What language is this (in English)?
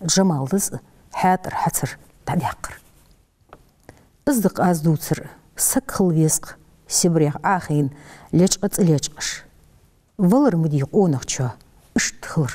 Ingush